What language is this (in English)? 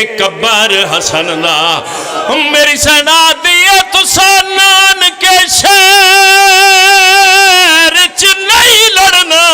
Pahari-Potwari